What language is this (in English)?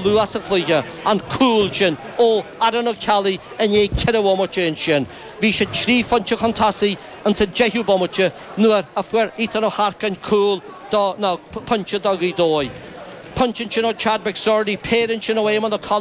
Irish